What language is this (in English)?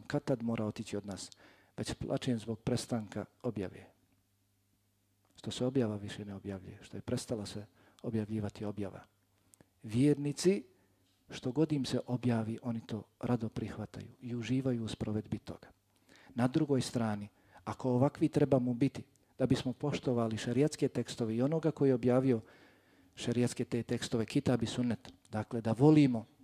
Bosnian